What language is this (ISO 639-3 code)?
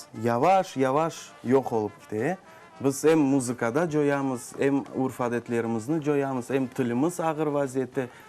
crh